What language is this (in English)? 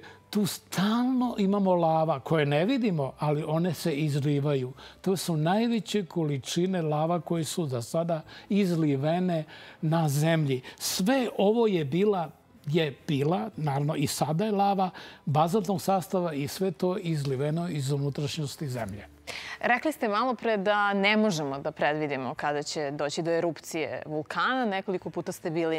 Serbian